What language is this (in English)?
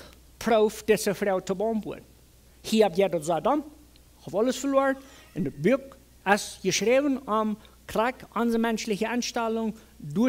Plautdietsch